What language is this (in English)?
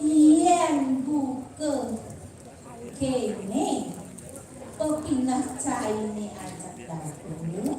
Balinese